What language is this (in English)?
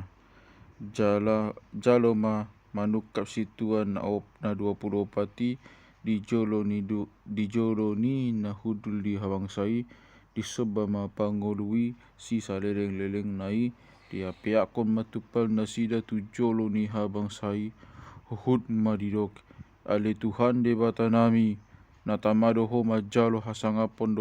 Batak Toba